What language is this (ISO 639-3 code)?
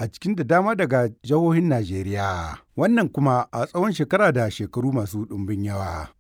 hau